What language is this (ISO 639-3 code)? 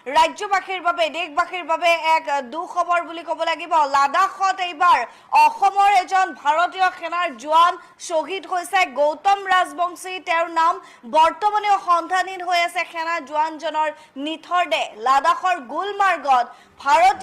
asm